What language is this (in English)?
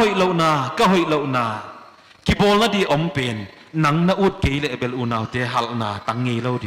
Paite Chin